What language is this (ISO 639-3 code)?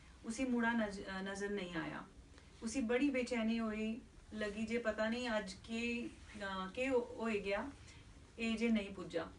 doi